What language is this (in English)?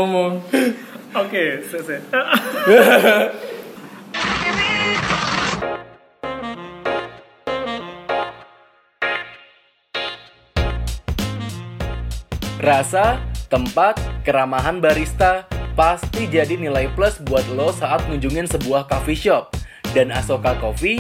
Indonesian